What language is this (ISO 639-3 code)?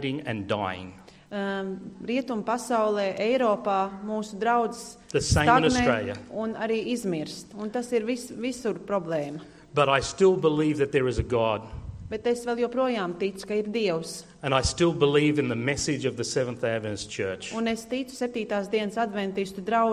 lav